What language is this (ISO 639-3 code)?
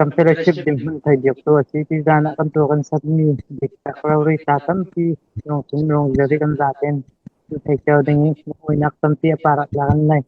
cfm